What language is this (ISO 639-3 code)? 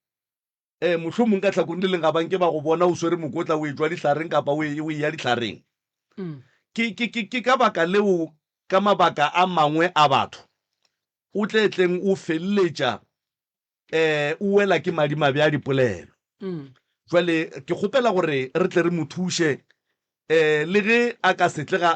nso